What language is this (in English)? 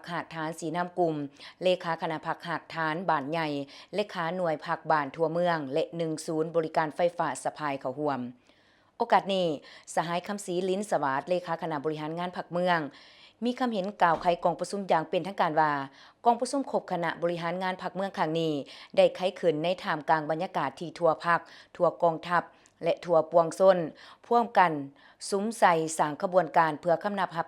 Lao